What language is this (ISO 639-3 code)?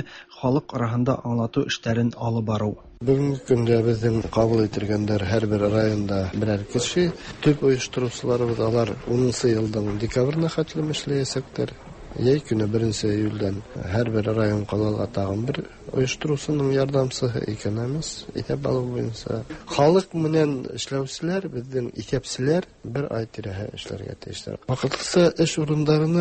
tat